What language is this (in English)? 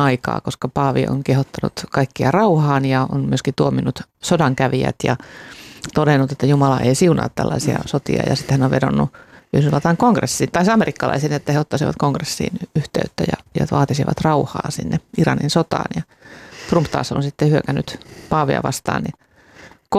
Finnish